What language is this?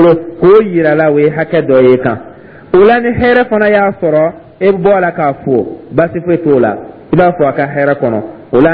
Dyula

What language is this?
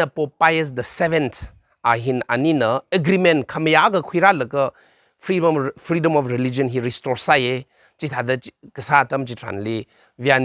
Tangkhul Naga (India)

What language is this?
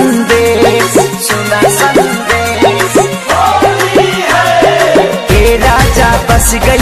Bhojpuri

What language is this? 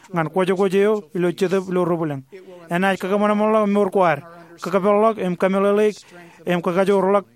Marshallese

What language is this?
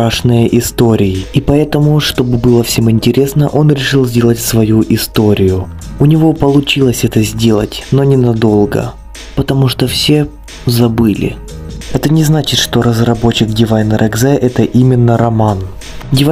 Russian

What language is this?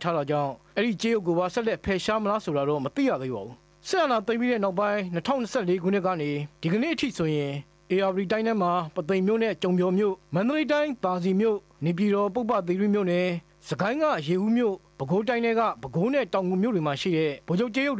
Burmese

